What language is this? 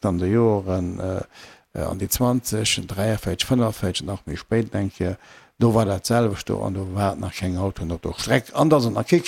Luxembourgish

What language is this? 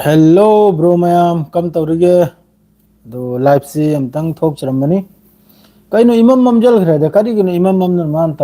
Manipuri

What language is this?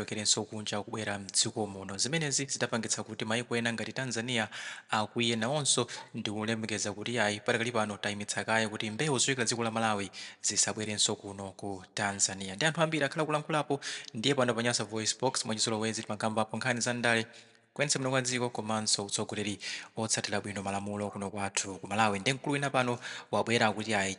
Nyanja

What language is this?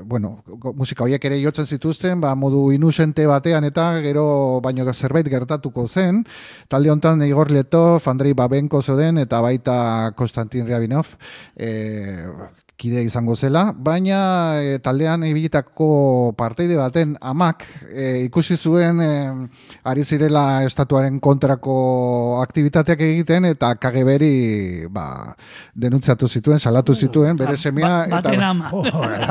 Basque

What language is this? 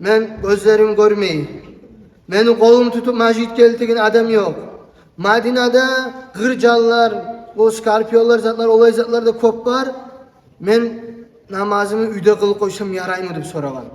Kumyk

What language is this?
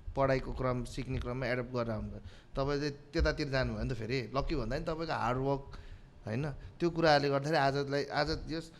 Nepali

